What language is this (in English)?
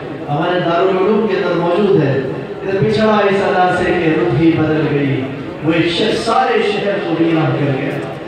Urdu